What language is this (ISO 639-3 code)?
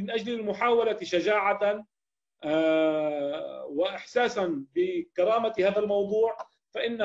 ara